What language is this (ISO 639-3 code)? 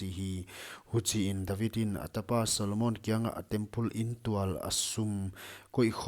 pck